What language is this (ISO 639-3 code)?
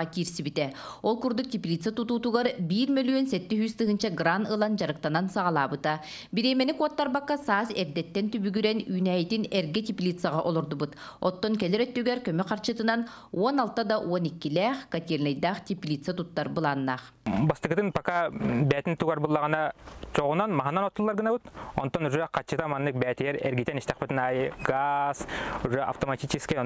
sah